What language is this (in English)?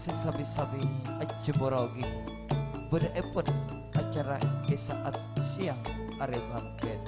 Madurese